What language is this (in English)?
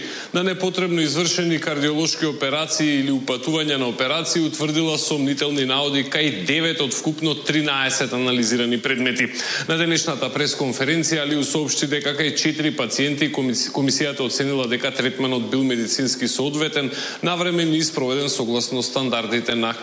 Macedonian